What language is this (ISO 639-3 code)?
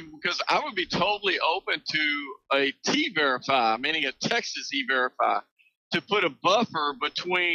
eng